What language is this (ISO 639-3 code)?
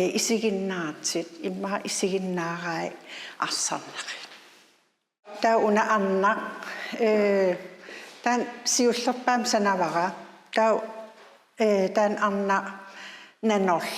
kal